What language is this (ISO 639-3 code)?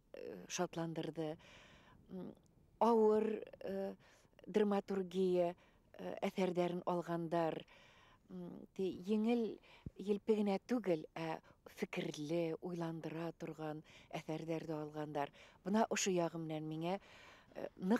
bak